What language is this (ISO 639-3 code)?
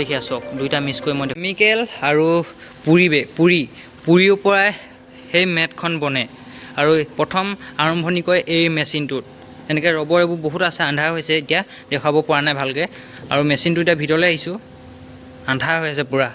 asm